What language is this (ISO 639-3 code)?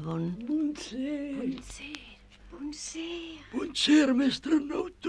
oci